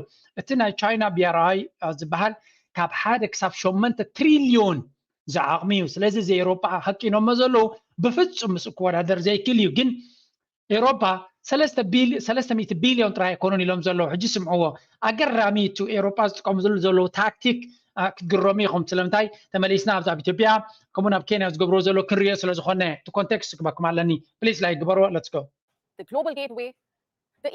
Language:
Tigrinya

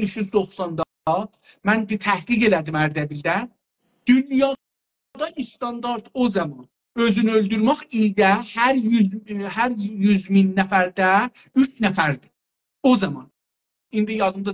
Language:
South Azerbaijani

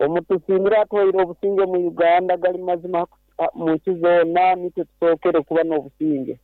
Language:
Nyoro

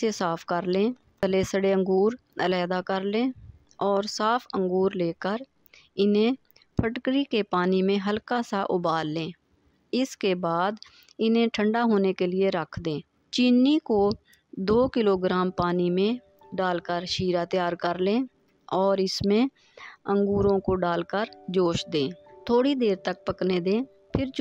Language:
Urdu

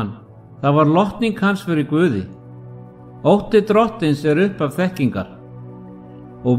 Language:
Icelandic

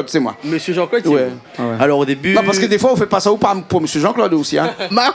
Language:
Réunion Creole French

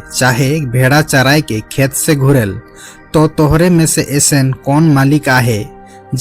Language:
Sadri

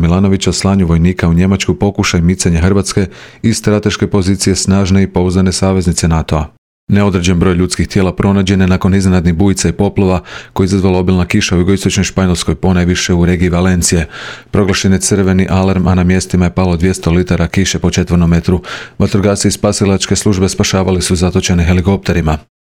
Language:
Croatian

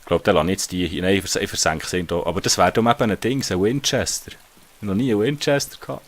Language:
Swiss German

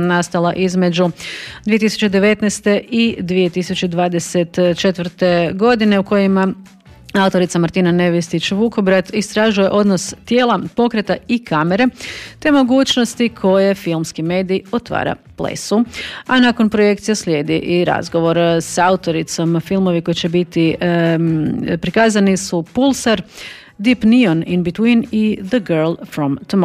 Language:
Croatian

